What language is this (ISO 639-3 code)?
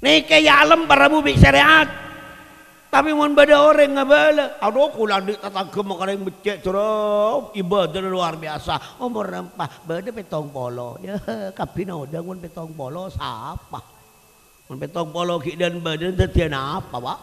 mad